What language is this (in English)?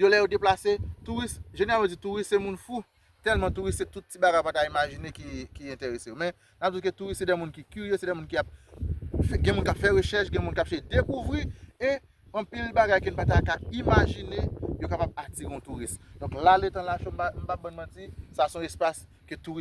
Haitian Creole